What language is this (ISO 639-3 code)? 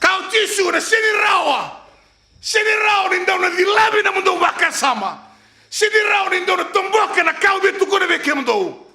fij